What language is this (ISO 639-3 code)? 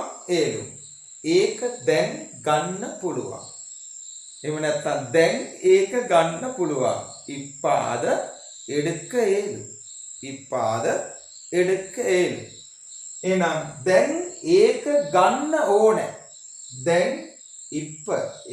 sin